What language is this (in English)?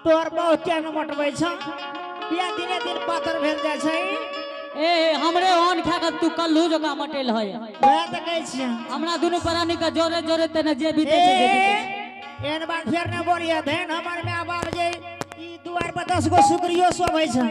Angika